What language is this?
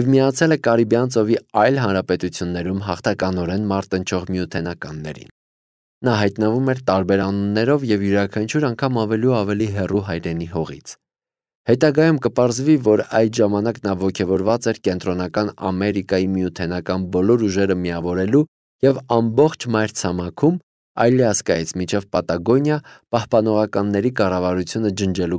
Armenian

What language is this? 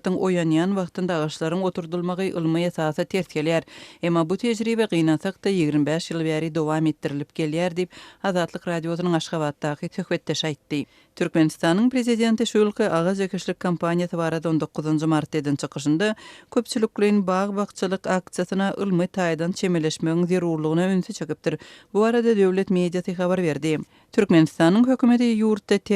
Turkmen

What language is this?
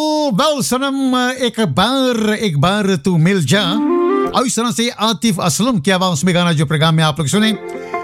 Hindi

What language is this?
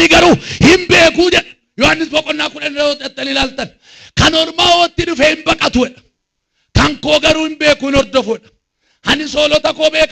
Oromo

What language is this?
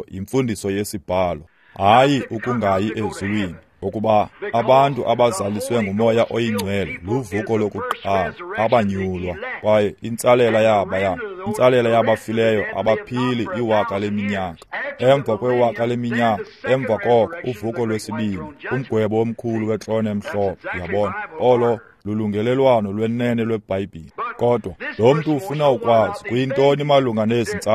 Xhosa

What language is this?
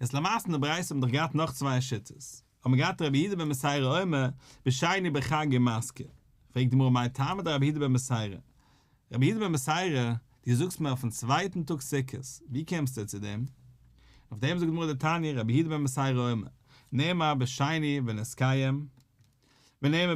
Yiddish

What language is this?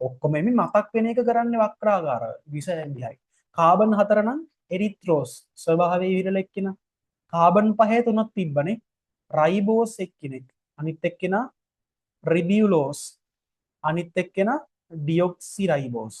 Sinhala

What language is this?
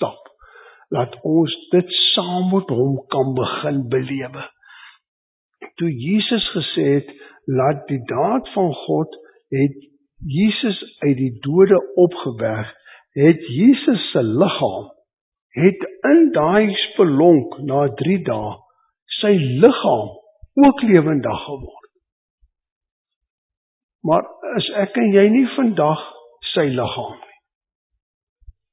Afrikaans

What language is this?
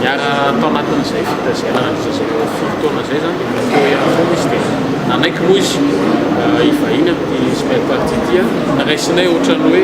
Malagasy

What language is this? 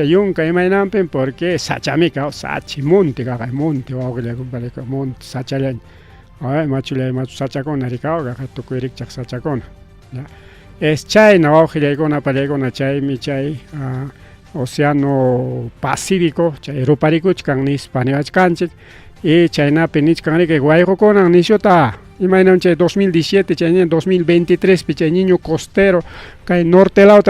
Ayacucho Quechua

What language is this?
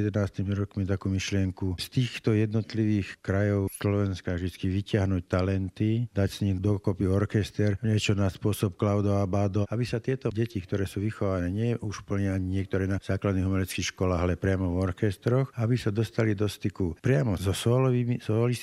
Slovak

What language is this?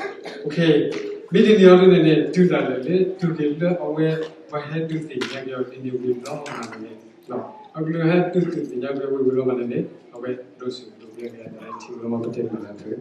S'gaw Karen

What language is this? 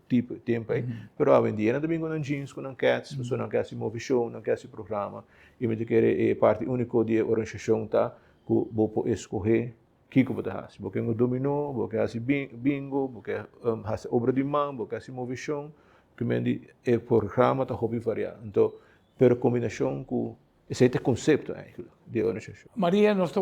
Papiamento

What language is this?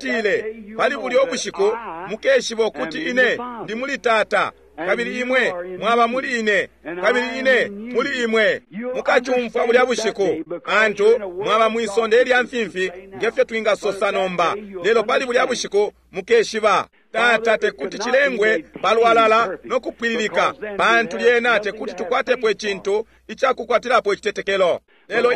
Bemba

